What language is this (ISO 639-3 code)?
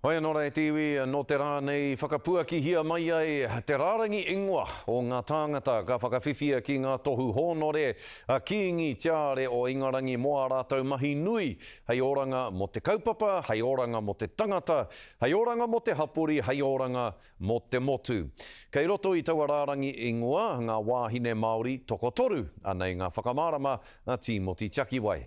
mri